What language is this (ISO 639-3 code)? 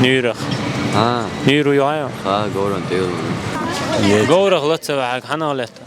che